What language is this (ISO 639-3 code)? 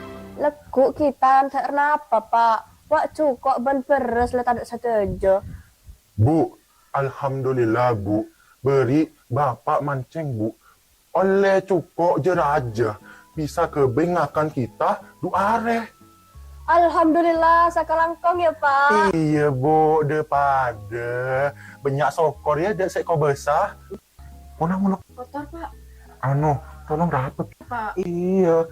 mad